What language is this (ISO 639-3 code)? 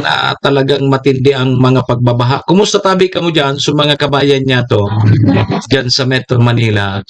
bik